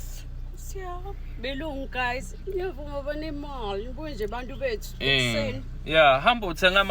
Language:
Zulu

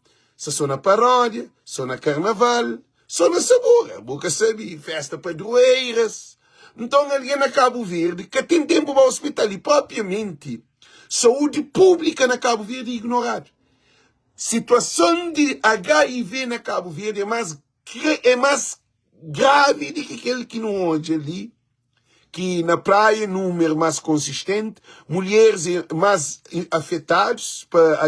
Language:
Kabuverdianu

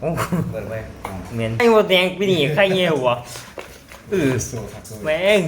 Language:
Northeastern Thai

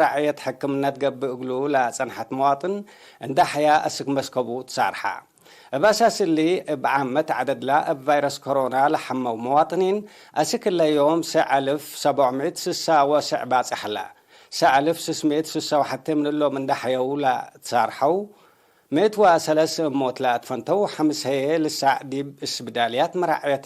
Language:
Tigre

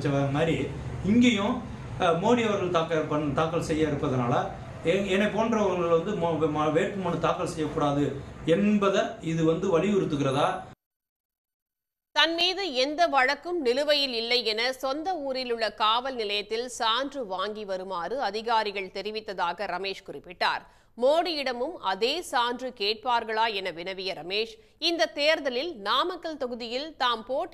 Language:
Tamil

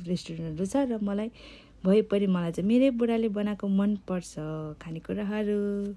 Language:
Nepali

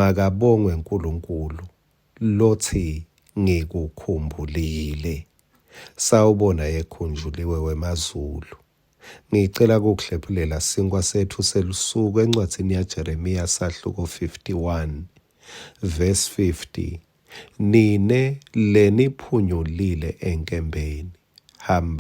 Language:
Swati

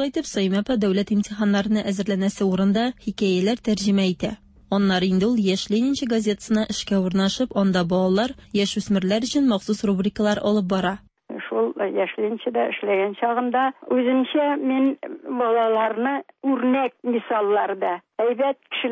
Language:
Tatar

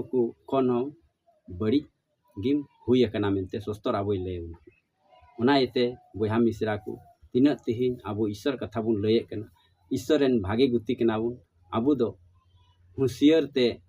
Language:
Santali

